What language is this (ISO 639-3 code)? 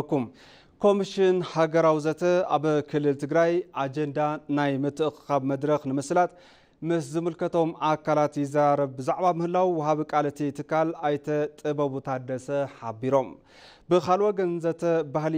tir